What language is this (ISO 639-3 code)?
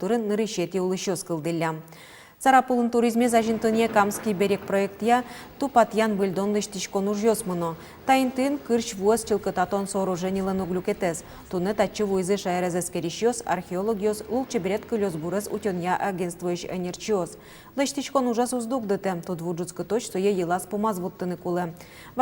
udm